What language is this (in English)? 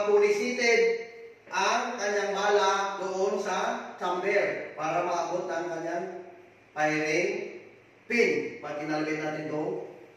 Filipino